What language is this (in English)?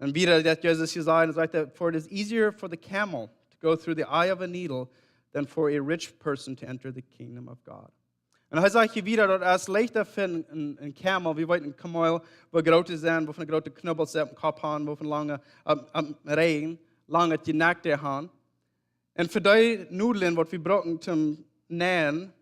Plautdietsch